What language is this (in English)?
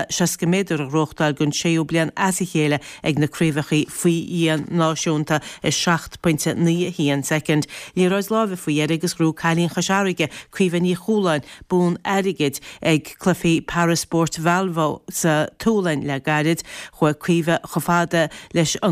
Irish